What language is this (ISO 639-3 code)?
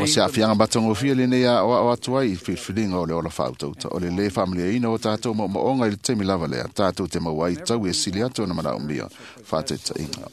smo